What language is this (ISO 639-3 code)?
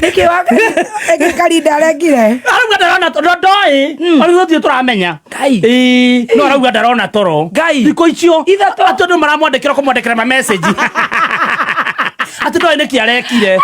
kik